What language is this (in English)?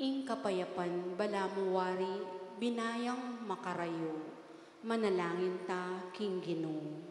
Pampanga